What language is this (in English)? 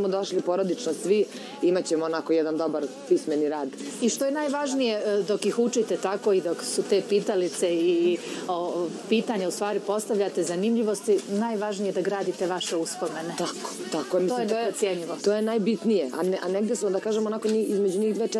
Serbian